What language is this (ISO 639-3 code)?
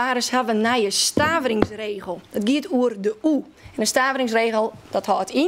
fry